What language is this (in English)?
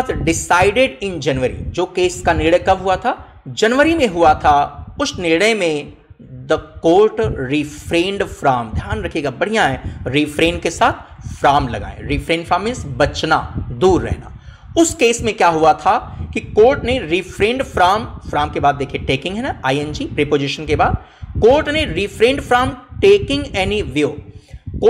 Hindi